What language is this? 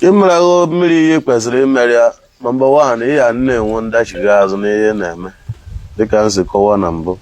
Igbo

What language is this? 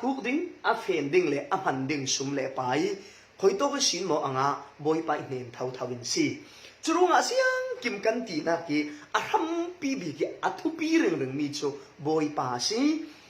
Falam Chin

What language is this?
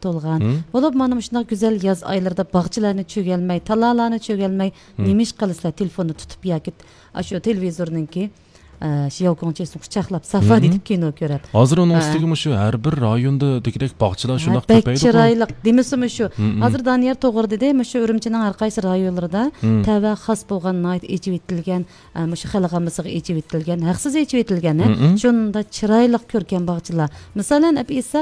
Uyghur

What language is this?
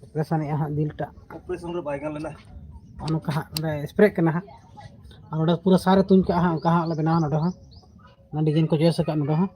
Santali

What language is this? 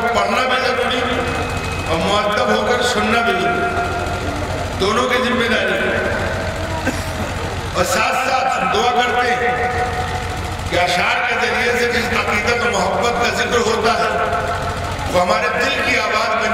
Urdu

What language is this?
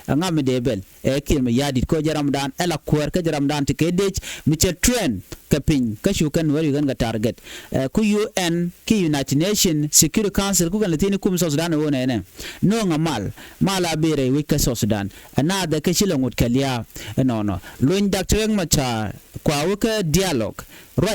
Nuer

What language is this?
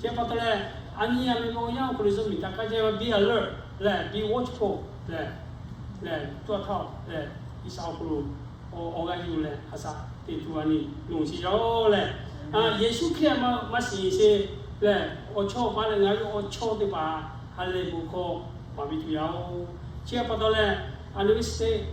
Lahu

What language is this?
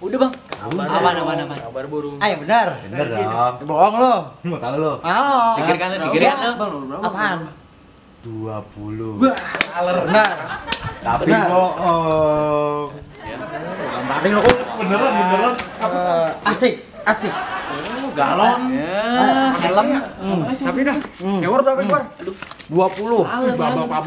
Betawi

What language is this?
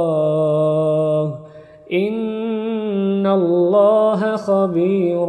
Divehi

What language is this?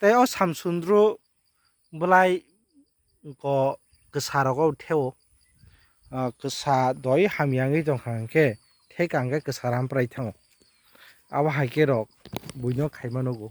Kok Borok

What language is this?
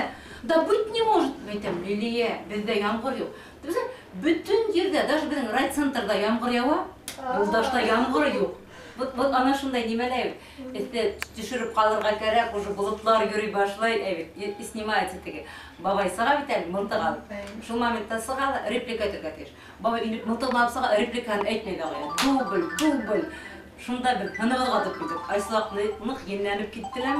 Bashkir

